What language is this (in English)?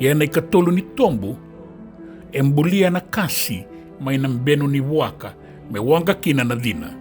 Fijian